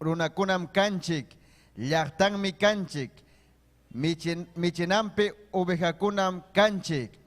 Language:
Ayacucho Quechua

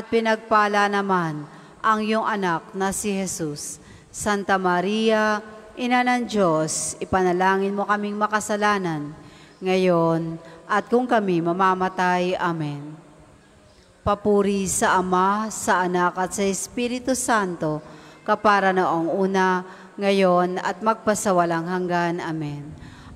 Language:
Filipino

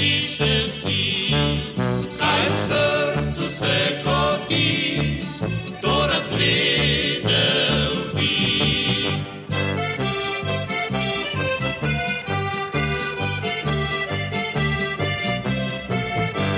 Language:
Slovenian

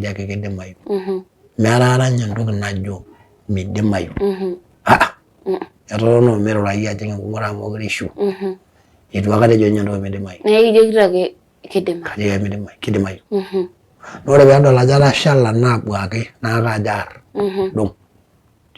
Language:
Masai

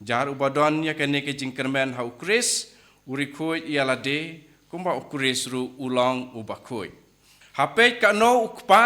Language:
Khasi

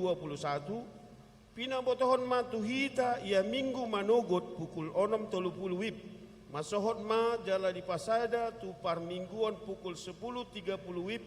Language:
Batak Toba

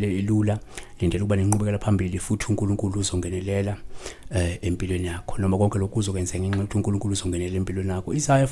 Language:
Zulu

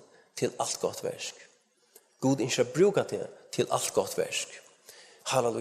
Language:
Faroese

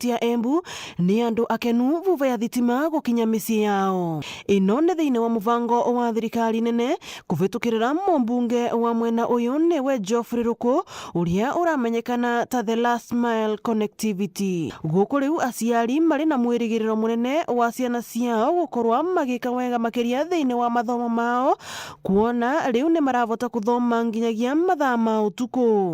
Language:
Meru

